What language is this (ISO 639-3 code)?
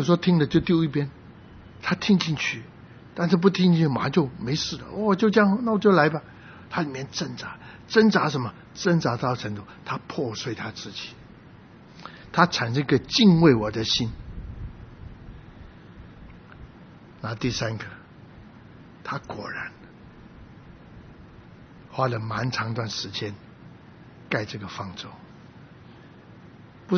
zho